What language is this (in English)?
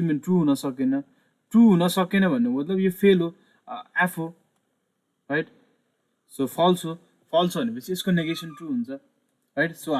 Nepali